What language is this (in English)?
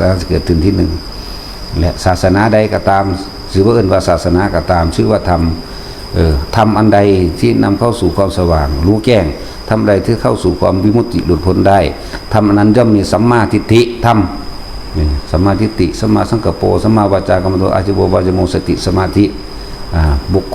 Northeastern Thai